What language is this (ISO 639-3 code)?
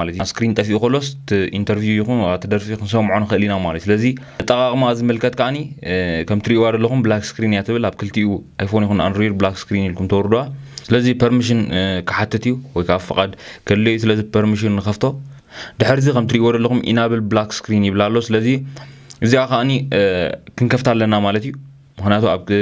tir